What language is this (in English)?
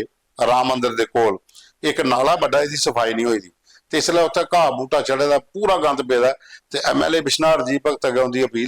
Dogri